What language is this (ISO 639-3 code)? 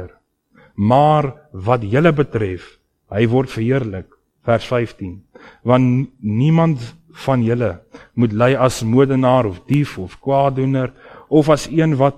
afr